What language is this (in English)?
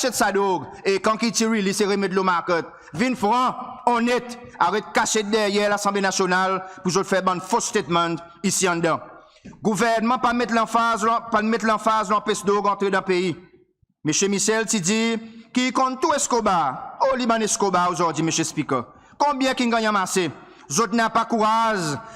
Seselwa Creole French